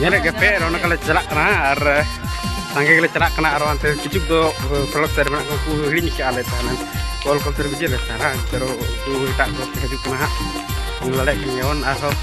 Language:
Santali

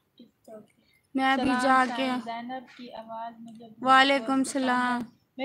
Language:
Saraiki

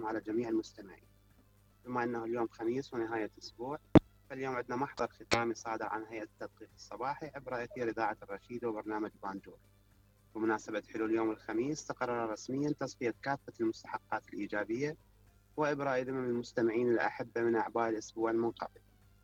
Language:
Mesopotamian Arabic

